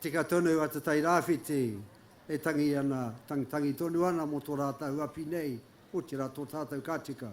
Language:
Māori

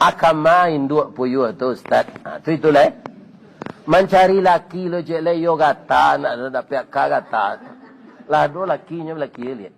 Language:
Minangkabau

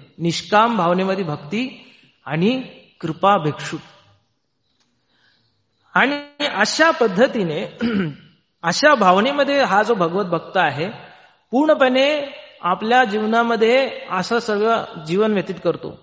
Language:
Marathi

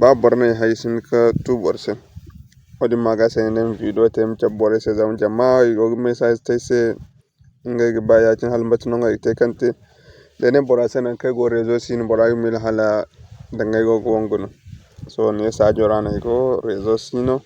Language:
Zarma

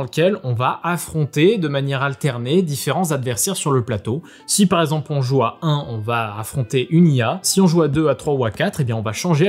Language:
French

